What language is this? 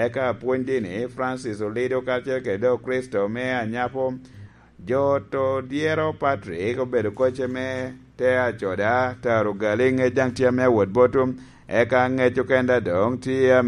Lango (Uganda)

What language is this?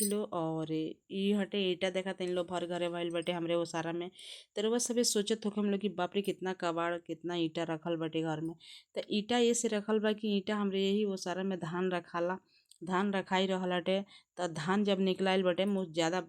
Bhojpuri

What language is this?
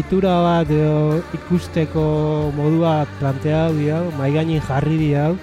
Basque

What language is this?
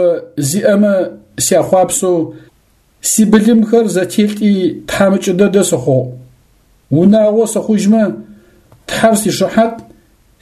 Adyghe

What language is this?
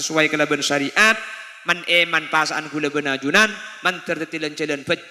Madurese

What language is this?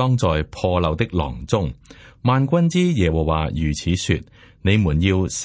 Cantonese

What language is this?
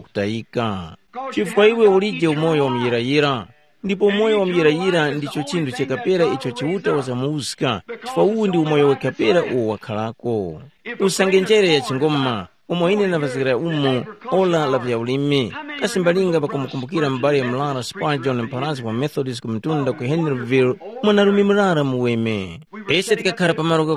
Tumbuka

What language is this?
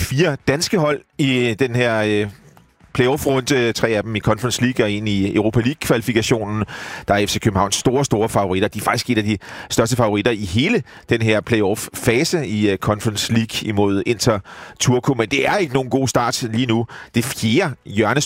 Danish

